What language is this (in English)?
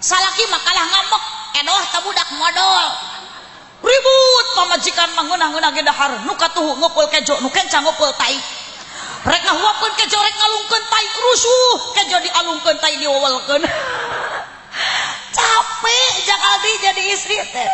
Sundanese